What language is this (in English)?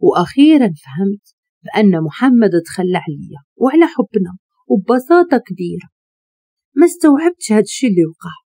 Moroccan Arabic